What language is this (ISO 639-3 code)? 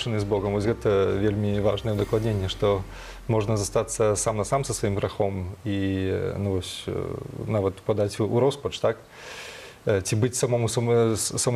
bel